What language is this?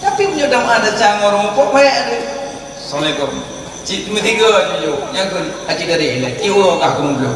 Achinese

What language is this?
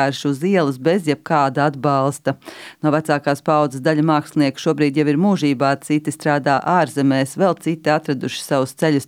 Latvian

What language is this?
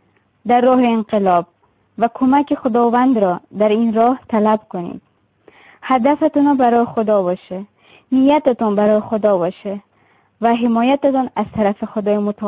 Tajik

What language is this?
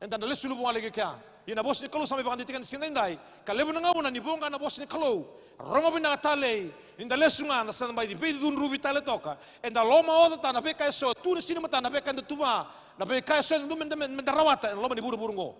Fijian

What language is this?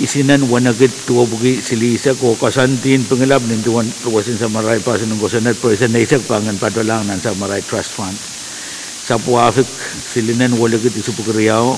Pohnpeian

